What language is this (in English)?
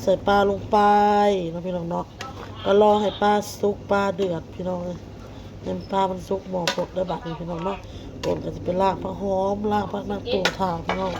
Northeastern Thai